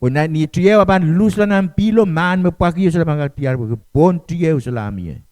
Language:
Pohnpeian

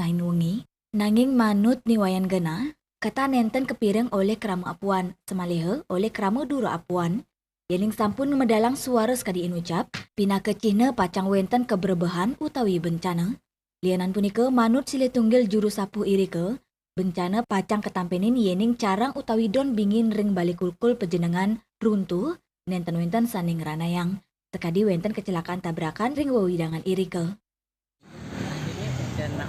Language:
Balinese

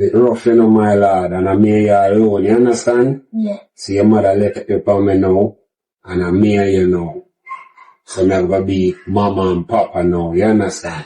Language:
Jamaican Creole English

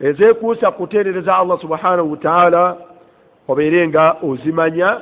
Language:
Ganda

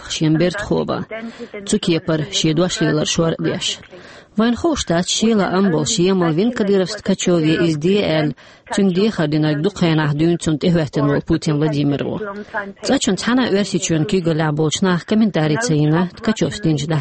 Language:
Chechen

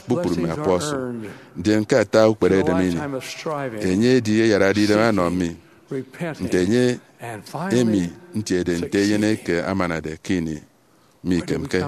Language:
Efik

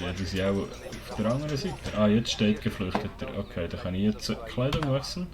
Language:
Swiss German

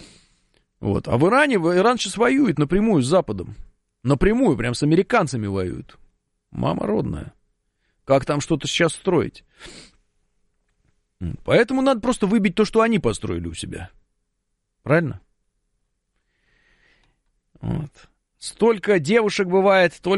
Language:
Russian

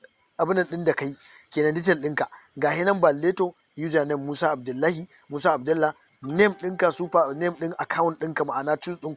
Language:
Hausa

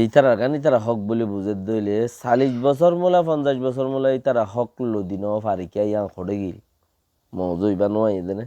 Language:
Rohingya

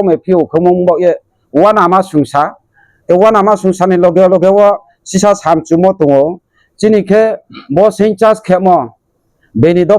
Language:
Riang (India)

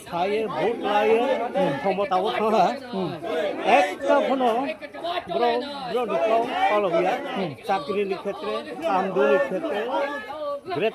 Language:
Riang (India)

